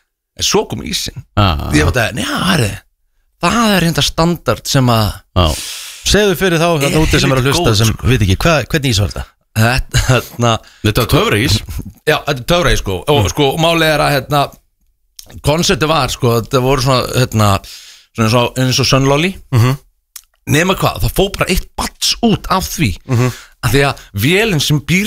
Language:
Icelandic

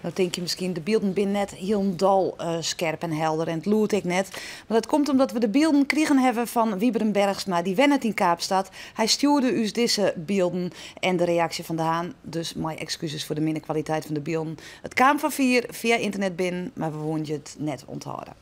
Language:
Western Frisian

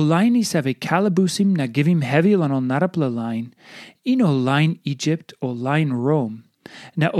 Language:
Tok Pisin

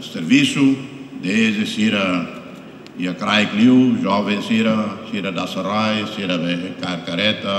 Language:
Tetum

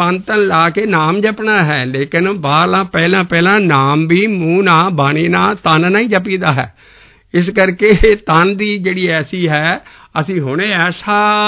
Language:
Punjabi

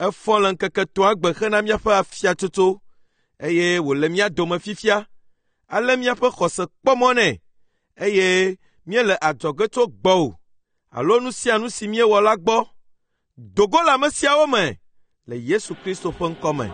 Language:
Ewe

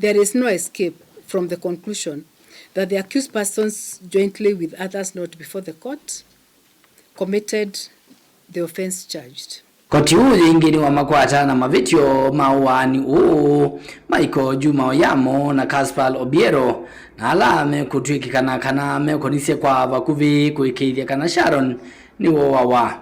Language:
Kamba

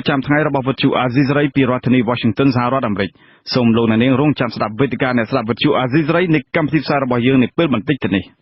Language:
Khmer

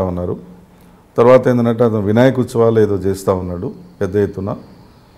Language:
Telugu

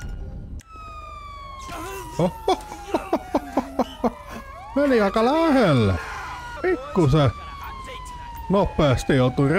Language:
Finnish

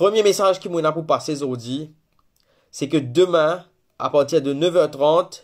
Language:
Morisyen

